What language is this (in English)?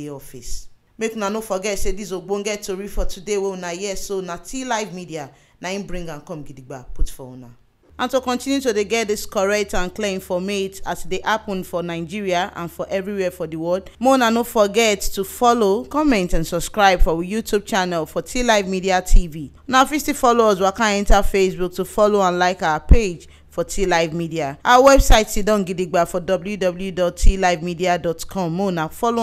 Nigerian Pidgin